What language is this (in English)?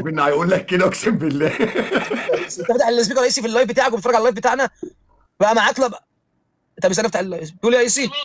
Egyptian Arabic